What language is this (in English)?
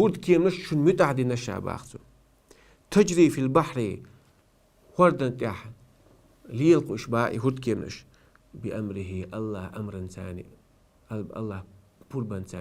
Chechen